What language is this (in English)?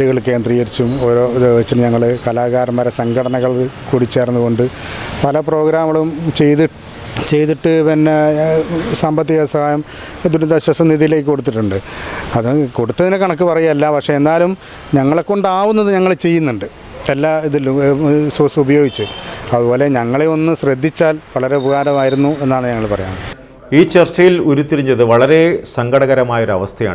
Malayalam